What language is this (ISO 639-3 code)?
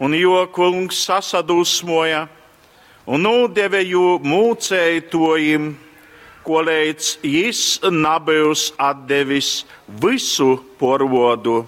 ltg